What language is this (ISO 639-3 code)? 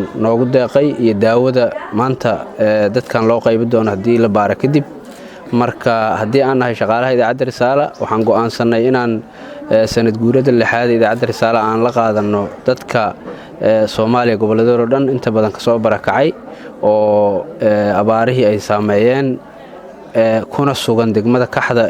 som